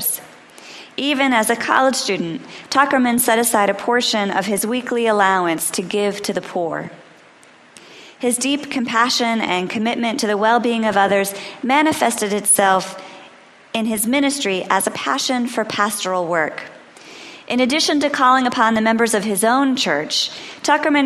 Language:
English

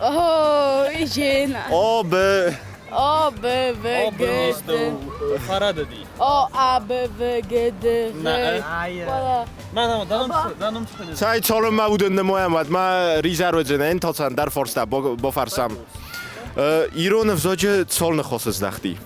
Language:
Ossetic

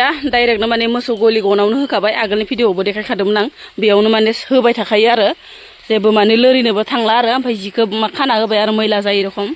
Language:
Bodo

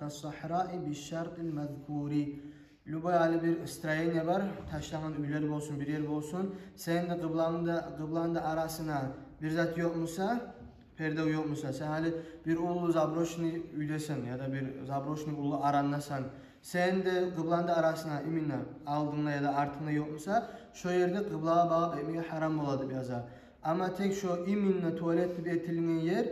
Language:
Kumyk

